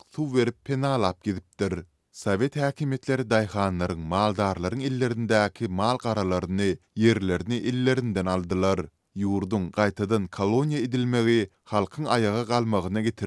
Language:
Turkmen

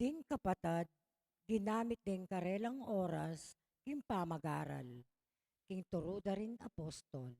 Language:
Pampanga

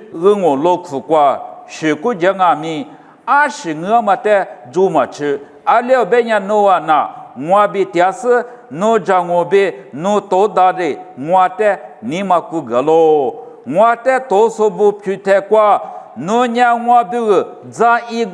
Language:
Lisu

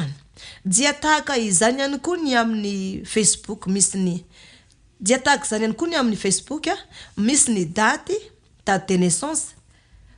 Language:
Malagasy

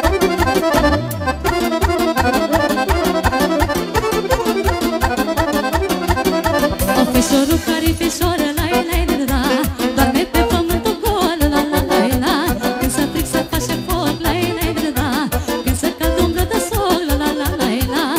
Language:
Romanian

